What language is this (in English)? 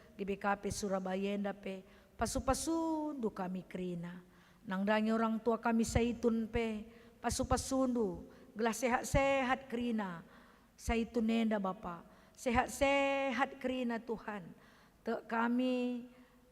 Batak Karo